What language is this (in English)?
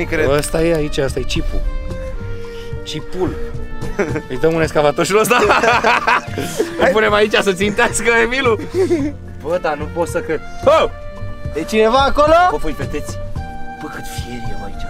Romanian